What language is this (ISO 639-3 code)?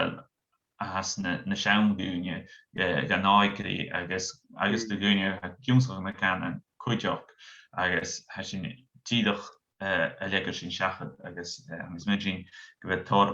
gla